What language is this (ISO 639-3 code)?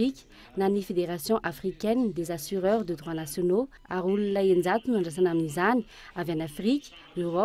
mlg